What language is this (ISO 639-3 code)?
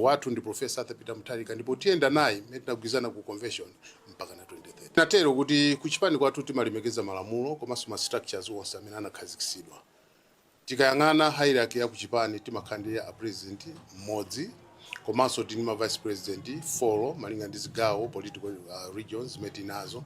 nya